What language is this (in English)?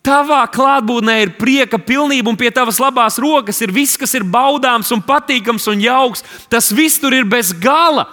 Latvian